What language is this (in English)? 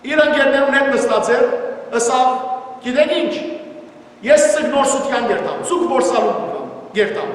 Western Armenian